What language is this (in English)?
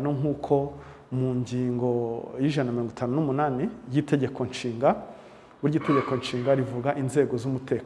Kinyarwanda